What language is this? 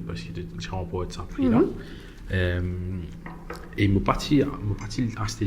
Morisyen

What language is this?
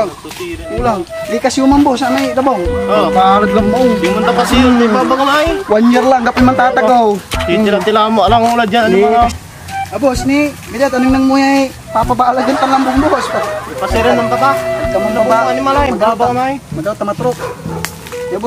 Pangasinan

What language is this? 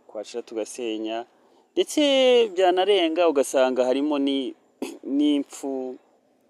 Kinyarwanda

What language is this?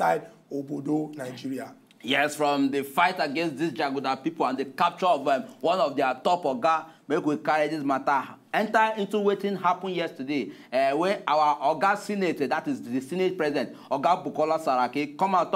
Nigerian Pidgin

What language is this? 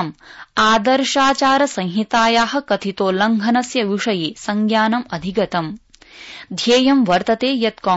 Sanskrit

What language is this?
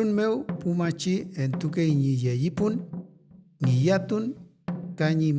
Mapuche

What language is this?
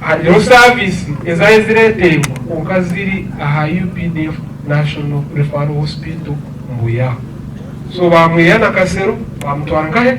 Nyankole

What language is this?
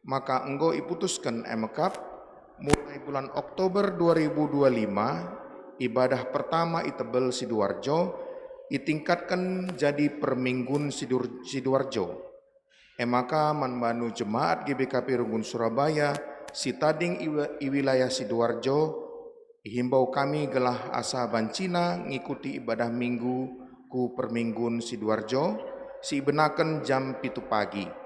Batak Karo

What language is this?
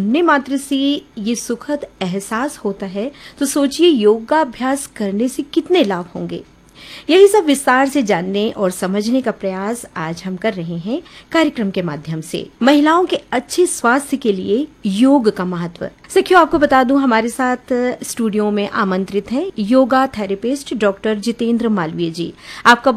Hindi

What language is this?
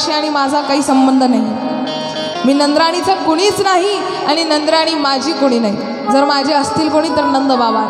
Marathi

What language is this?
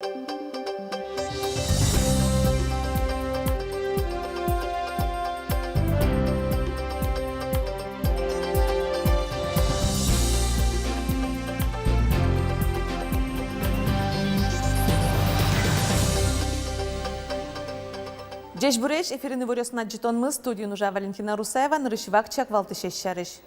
Udmurt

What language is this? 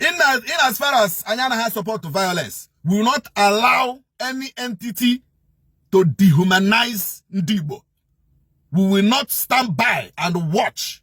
Igbo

